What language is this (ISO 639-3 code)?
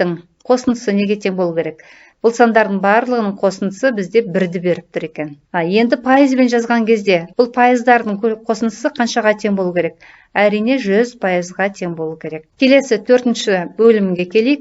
kaz